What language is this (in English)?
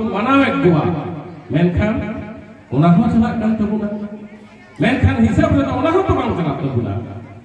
Santali